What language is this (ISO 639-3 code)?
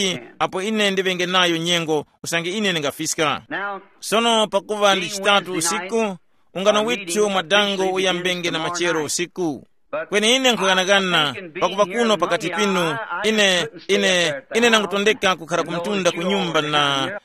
tum